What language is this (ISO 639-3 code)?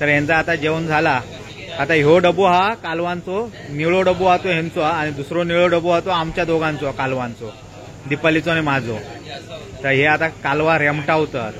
kok